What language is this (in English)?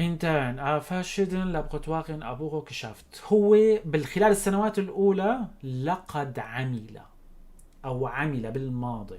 North Levantine Arabic